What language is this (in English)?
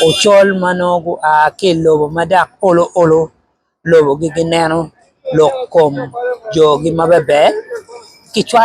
Acoli